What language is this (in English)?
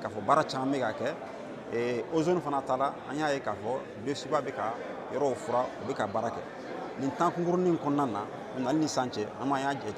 Bambara